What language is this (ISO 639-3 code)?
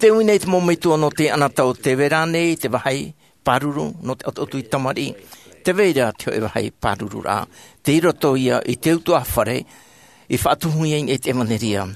tah